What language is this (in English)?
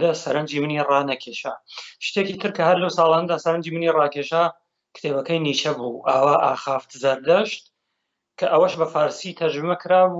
Central Kurdish